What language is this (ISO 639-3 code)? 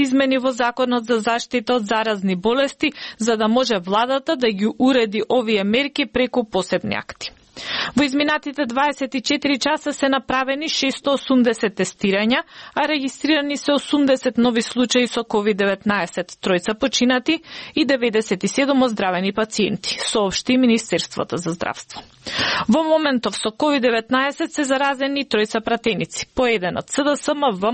mkd